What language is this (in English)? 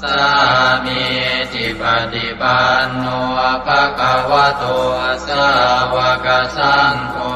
Pali